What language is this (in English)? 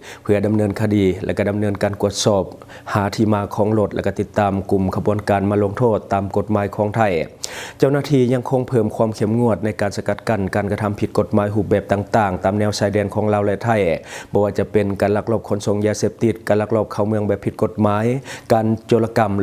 Lao